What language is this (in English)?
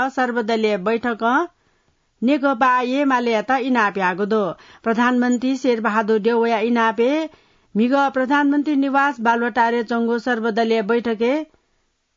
Newari